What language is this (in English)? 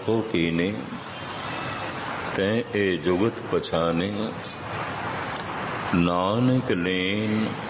Punjabi